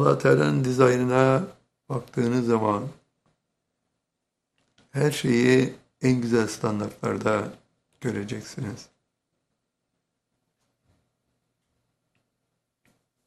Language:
Turkish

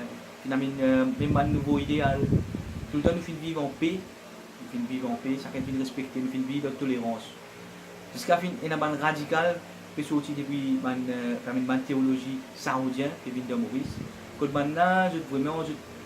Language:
Morisyen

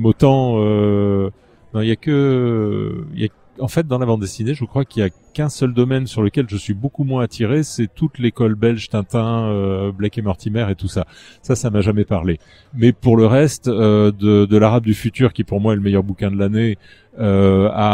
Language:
French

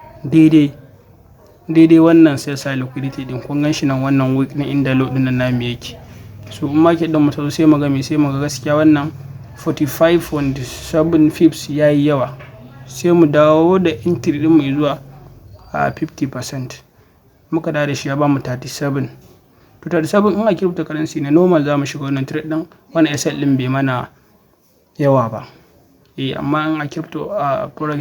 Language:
Hausa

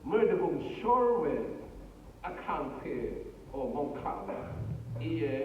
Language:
Rawang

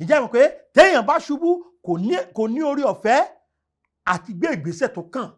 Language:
Yoruba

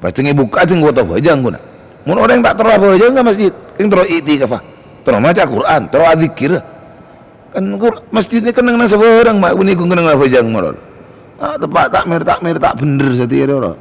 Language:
Madurese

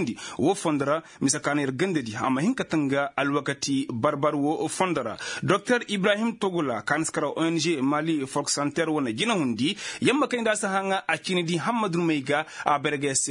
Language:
Koyraboro Senni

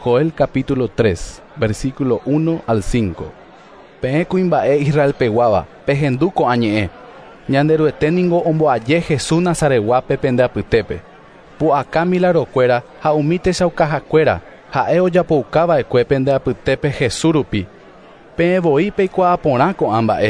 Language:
Guarani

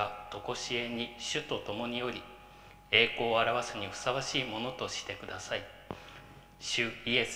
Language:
Japanese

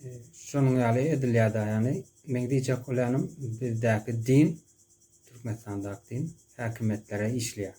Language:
Turkmen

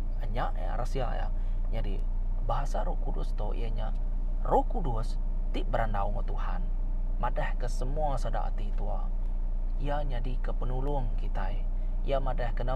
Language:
Iban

